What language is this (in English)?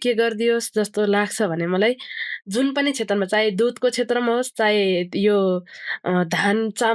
Nepali